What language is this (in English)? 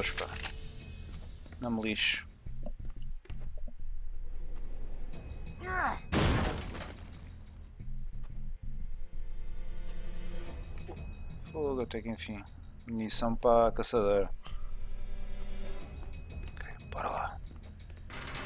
Portuguese